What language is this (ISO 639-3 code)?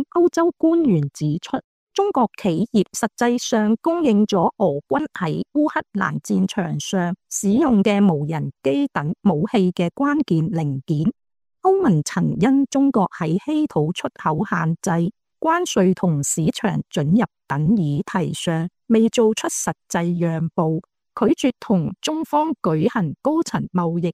yue